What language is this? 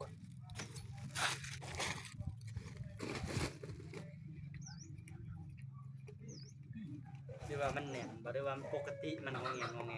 Northeastern Thai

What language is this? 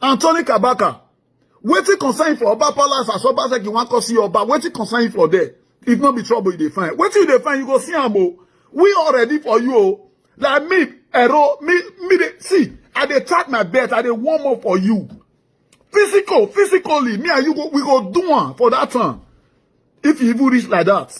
Nigerian Pidgin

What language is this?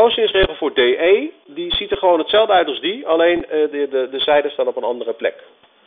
Dutch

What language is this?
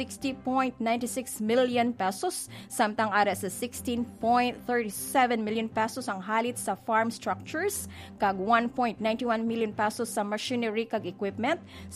Hiligaynon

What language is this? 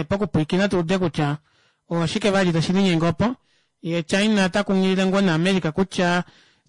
Kuanyama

